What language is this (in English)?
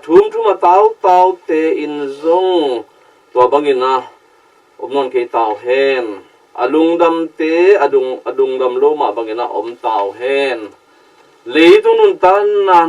Tedim Chin